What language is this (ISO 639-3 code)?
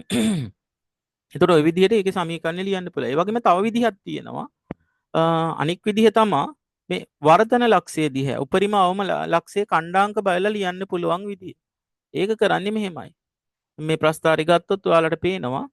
sin